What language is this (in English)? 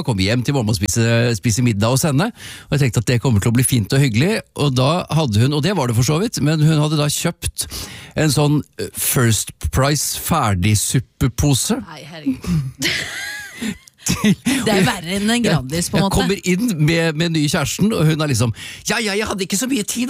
Norwegian